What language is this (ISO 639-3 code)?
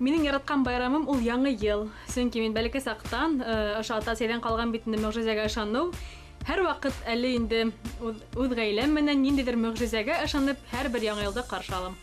bak